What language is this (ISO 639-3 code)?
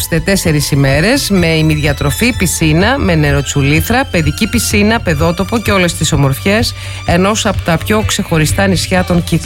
ell